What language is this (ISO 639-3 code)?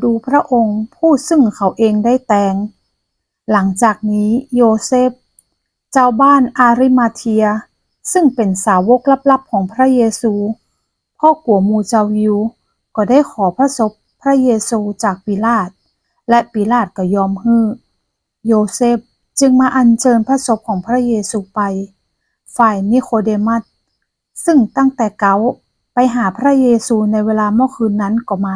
nod